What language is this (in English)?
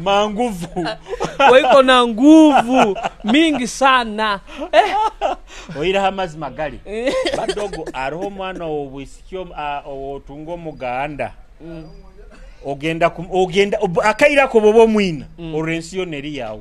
Nyoro